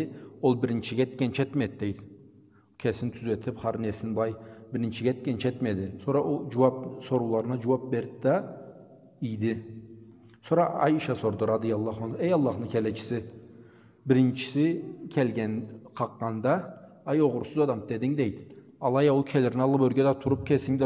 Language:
Karachay-Balkar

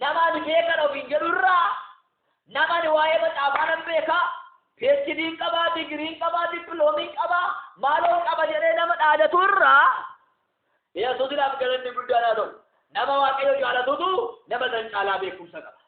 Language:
Oromo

